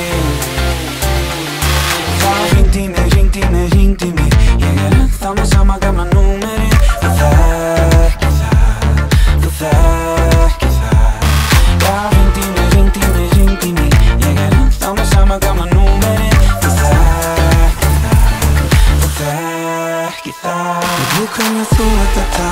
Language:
Icelandic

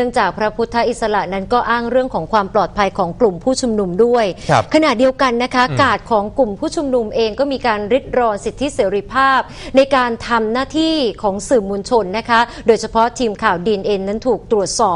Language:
Thai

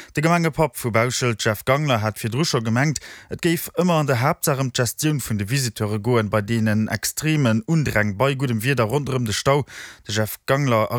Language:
Luxembourgish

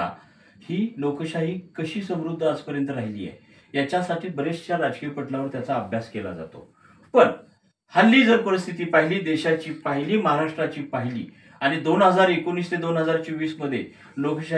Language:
Marathi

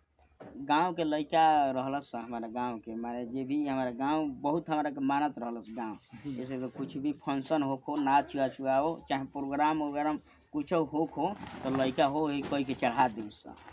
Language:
Bhojpuri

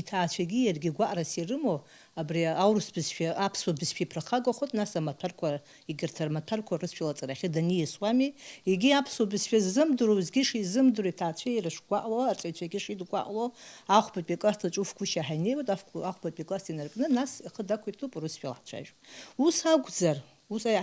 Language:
Abkhazian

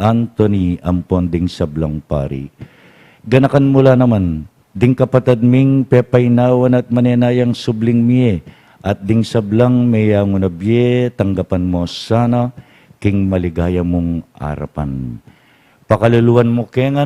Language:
Pampanga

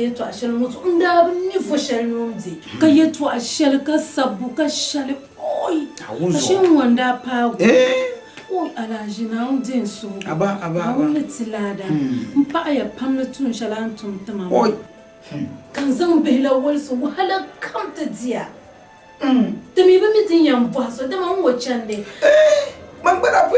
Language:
Dagbani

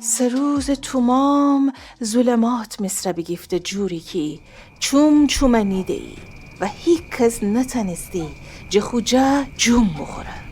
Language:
Gilaki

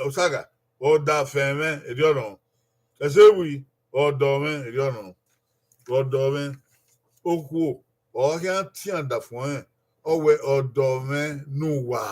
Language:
Bini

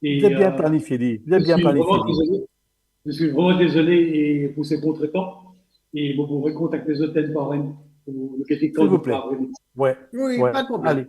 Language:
Morisyen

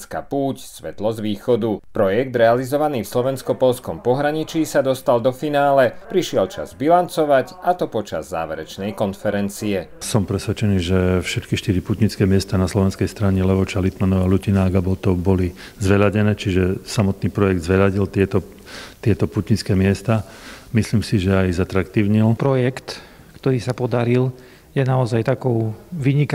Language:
Slovak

